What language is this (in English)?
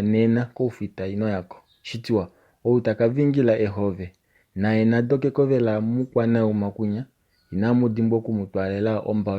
Kuanyama